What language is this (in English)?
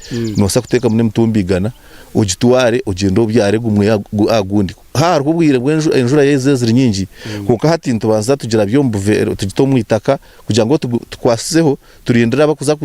Nyankole